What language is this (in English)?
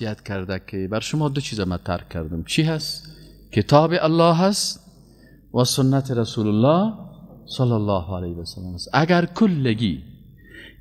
Persian